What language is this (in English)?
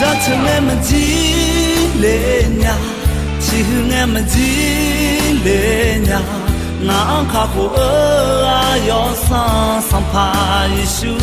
Akha